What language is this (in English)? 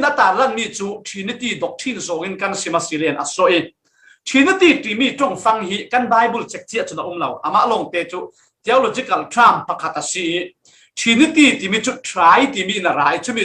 Falam Chin